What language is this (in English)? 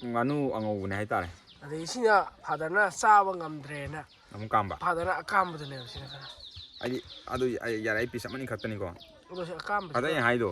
Manipuri